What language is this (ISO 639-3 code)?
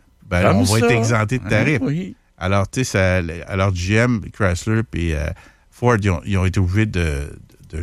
fra